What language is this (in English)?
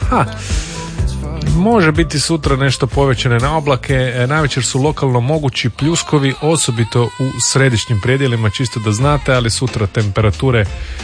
Croatian